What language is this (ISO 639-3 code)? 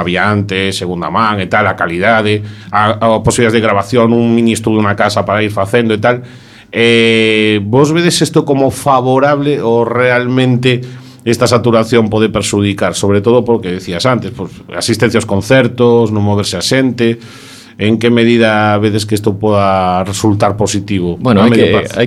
glg